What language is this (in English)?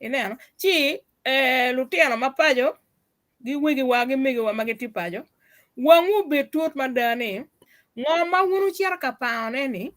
Acoli